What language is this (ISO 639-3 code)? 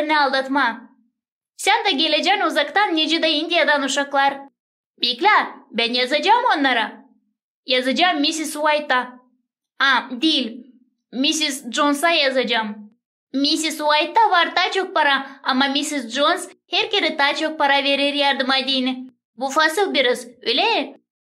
gag